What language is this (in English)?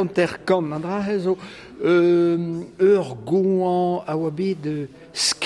Breton